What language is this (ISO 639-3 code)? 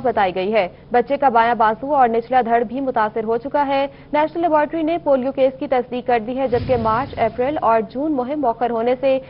urd